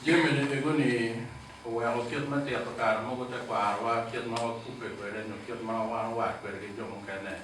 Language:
Acoli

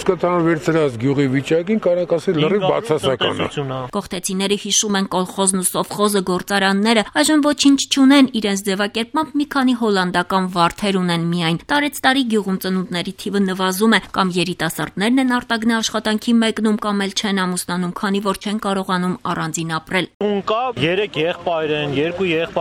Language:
Armenian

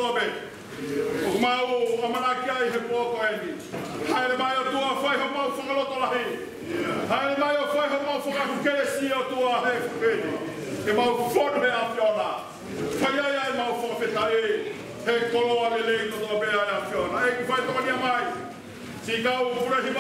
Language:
Tongan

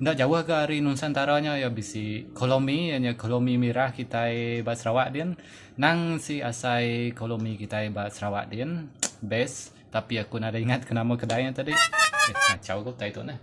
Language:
Iban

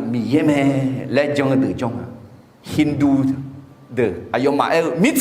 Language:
Akha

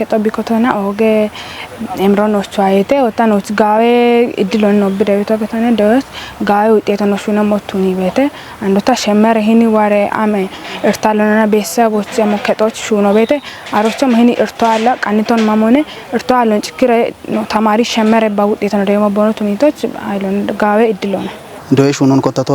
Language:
Kafa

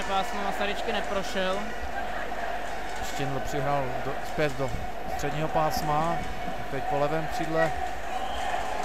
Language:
Czech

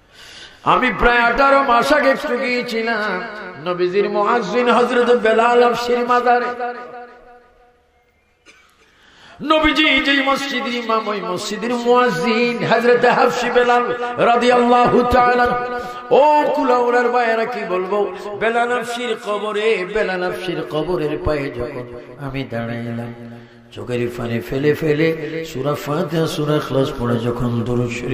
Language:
Bangla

